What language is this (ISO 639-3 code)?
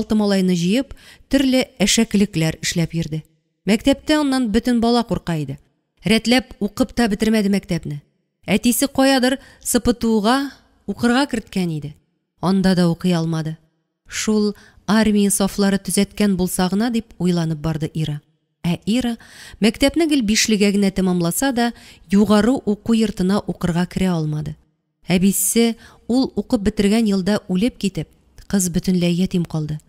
tat